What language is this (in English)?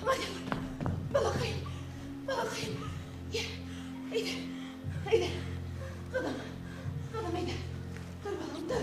Bashkir